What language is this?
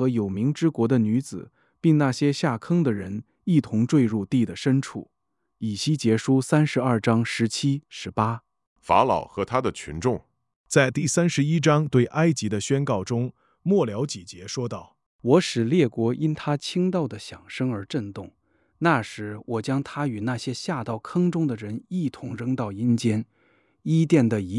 Chinese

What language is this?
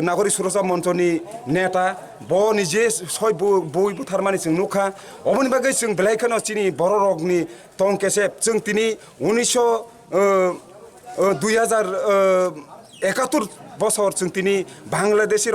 Kok Borok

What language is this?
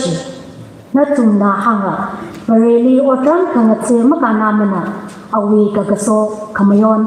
Tangkhul Naga (India)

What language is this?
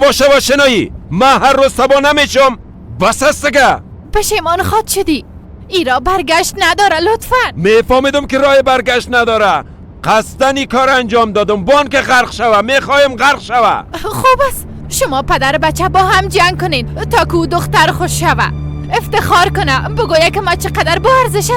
Persian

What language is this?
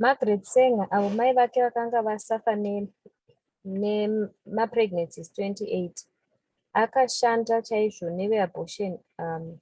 Shona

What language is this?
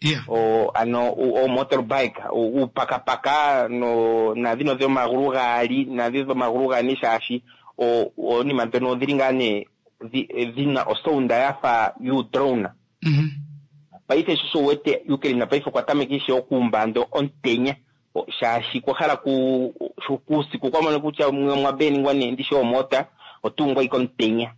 Kuanyama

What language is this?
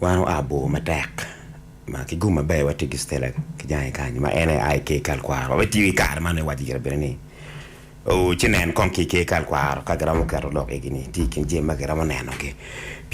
Acoli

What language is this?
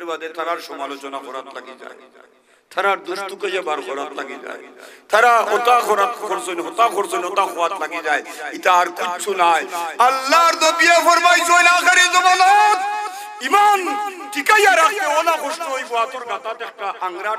Sylheti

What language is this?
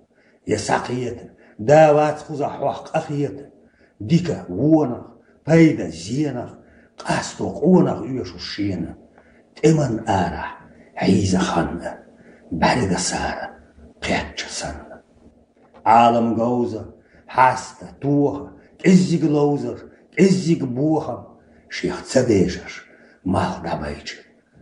Chechen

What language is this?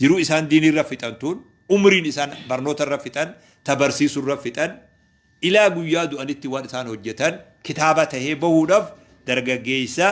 Oromo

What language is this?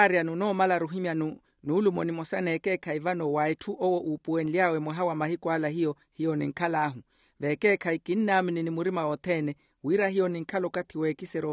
Makhuwa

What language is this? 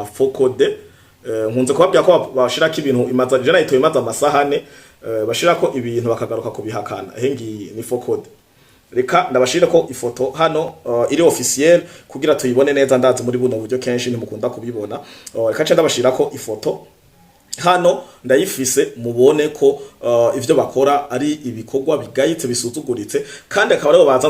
Rundi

